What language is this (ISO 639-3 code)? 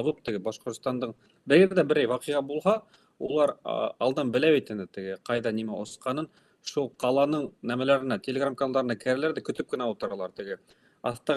bak